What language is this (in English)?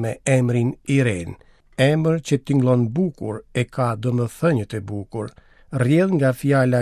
Albanian